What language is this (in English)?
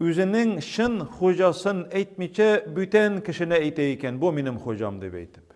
Tatar